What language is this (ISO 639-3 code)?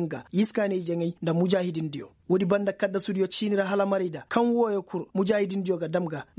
ses